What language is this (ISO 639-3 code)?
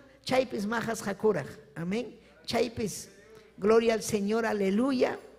quy